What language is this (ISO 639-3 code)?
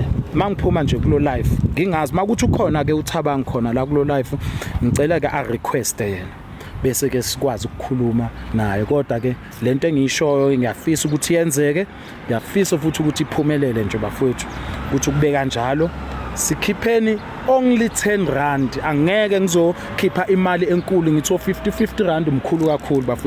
zul